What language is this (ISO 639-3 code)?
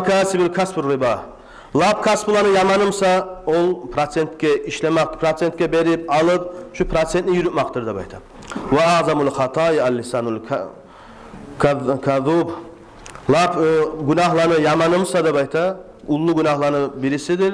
kum